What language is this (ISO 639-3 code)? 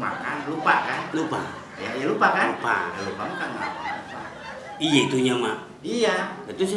bew